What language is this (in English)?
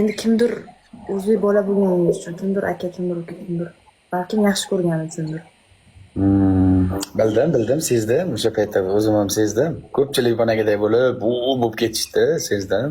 Uzbek